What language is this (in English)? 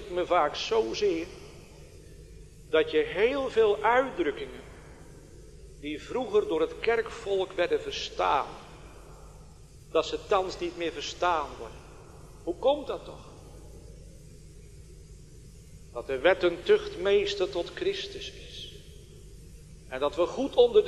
Dutch